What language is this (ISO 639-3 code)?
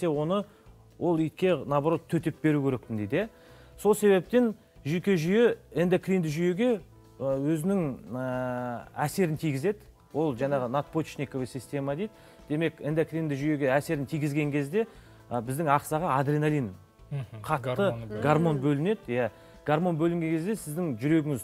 kaz